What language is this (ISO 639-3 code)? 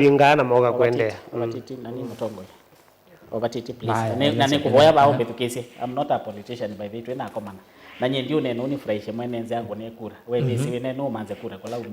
kam